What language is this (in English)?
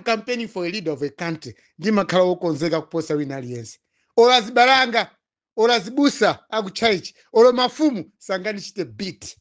Nyanja